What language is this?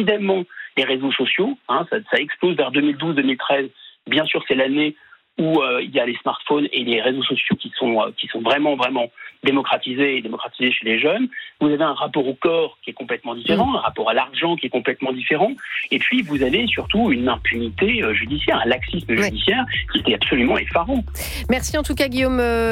French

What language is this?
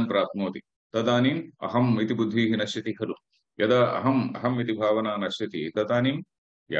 Sanskrit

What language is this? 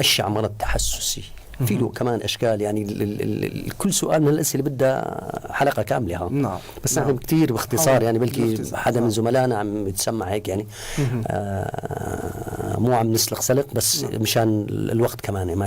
North Levantine Arabic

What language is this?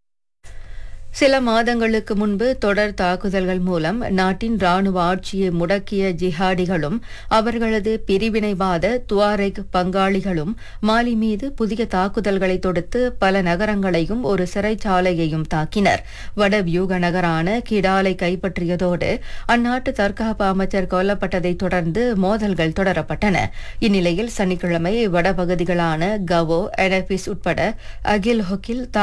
Tamil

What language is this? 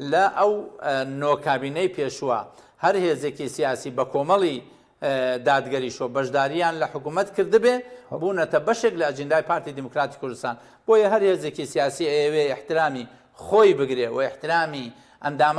Central Kurdish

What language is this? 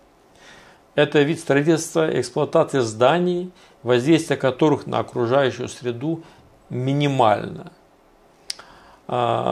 Russian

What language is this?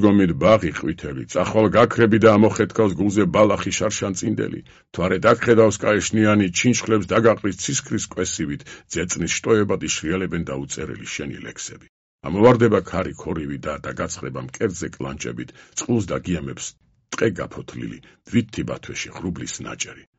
Georgian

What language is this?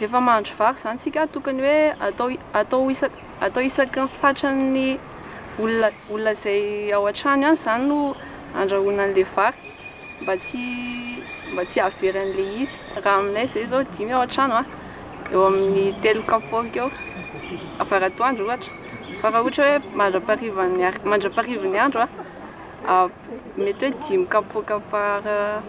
Malagasy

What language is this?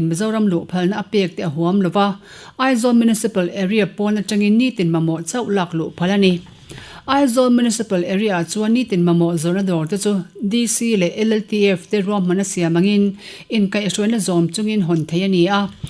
Mizo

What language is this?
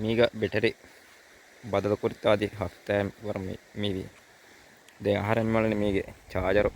Divehi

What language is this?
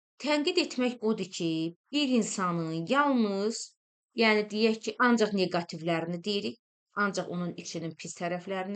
Azerbaijani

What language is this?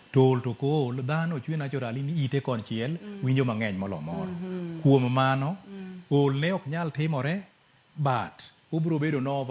Luo (Kenya and Tanzania)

